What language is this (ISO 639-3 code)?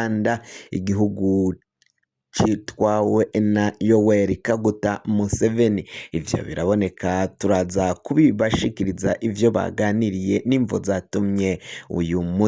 run